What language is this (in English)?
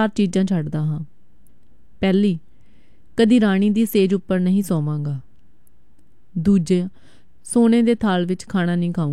Punjabi